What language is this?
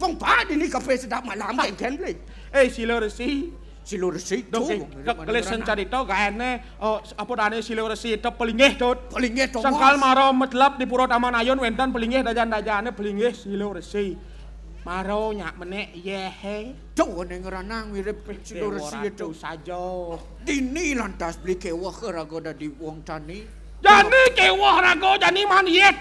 Balinese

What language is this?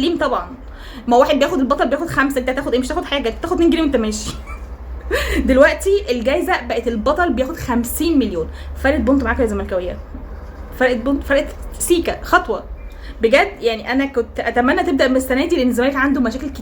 Egyptian Arabic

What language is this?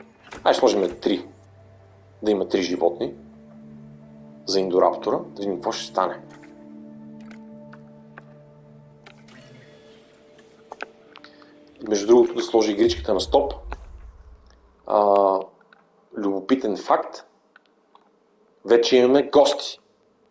Bulgarian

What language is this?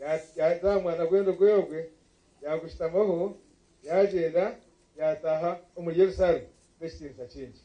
Nyankole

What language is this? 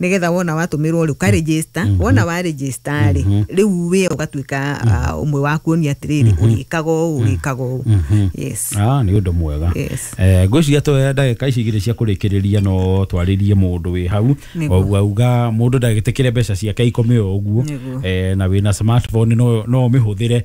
Kikuyu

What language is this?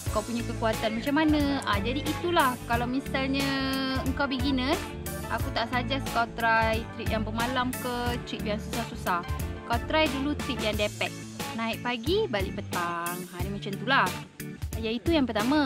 Malay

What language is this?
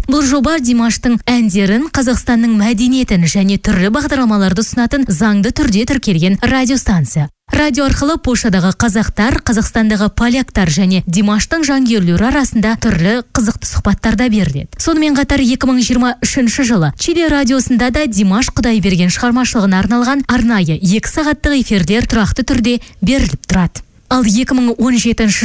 Kazakh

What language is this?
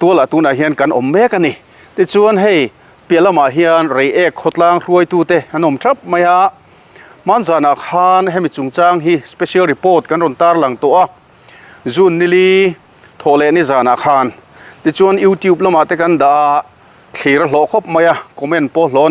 Mizo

